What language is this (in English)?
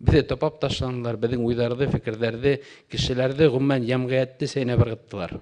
Bashkir